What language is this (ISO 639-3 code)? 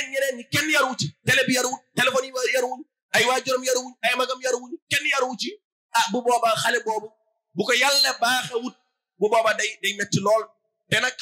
wol